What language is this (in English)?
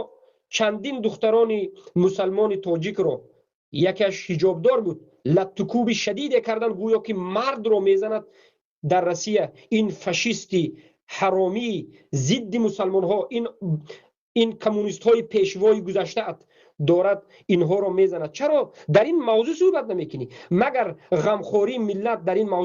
Tajik